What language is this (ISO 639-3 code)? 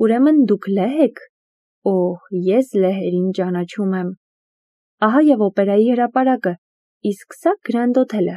hye